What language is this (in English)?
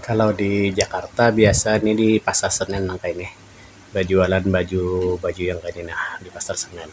Banjar